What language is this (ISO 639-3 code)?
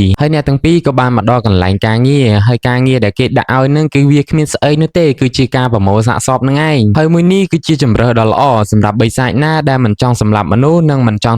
khm